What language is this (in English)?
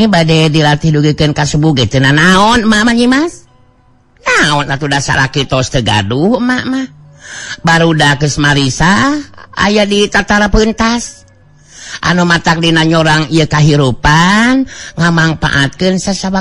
Sundanese